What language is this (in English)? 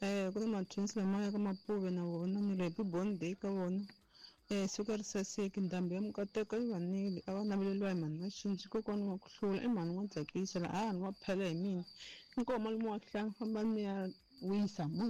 Tsonga